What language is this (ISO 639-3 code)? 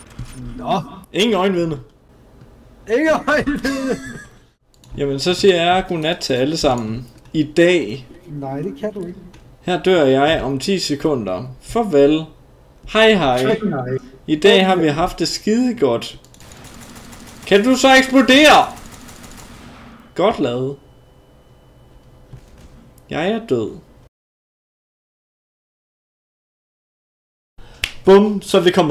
dan